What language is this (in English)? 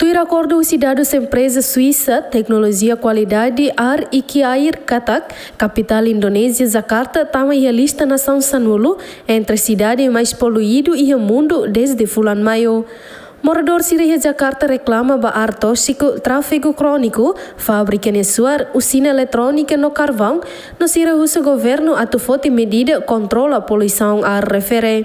Tetum